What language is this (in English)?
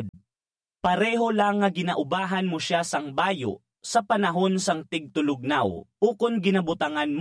Hiligaynon